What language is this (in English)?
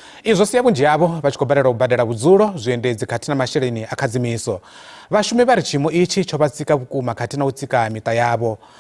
Venda